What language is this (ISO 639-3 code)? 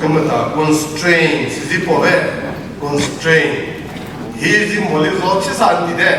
nri